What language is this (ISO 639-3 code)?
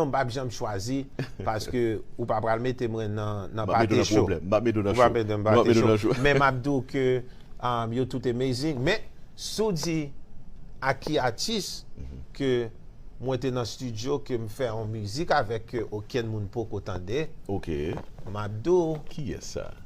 hat